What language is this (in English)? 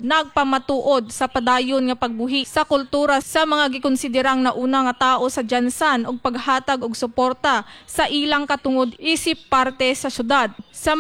Cebuano